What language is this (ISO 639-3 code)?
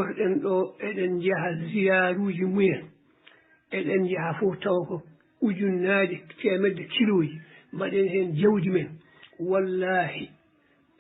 ful